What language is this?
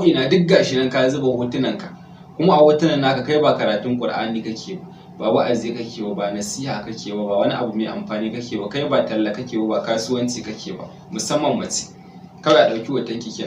Hausa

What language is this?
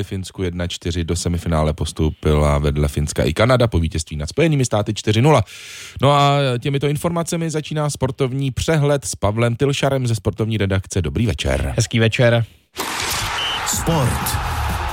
Czech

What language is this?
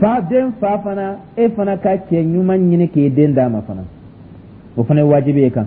Dyula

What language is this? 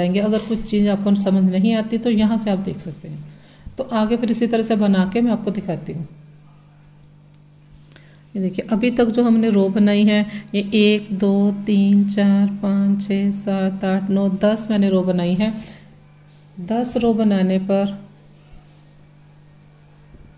Hindi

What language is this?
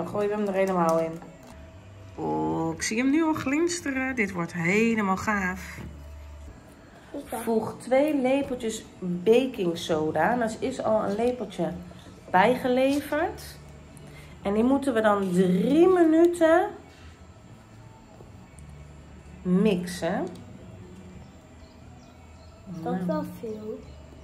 Dutch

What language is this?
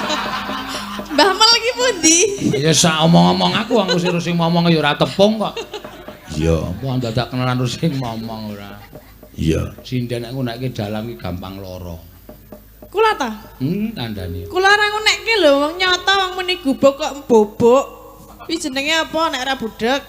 Javanese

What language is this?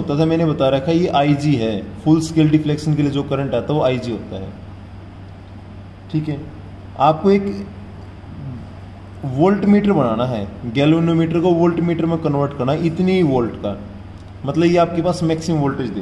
Hindi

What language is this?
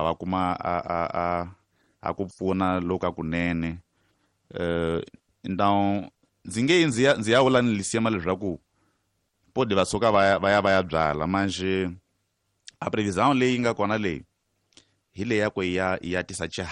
Tsonga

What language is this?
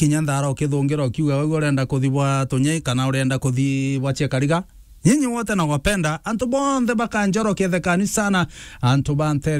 Meru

